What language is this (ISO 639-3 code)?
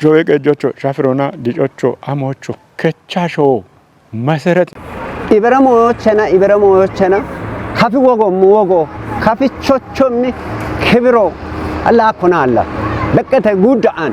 kbr